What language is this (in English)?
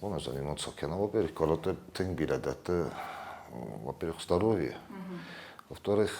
Ossetic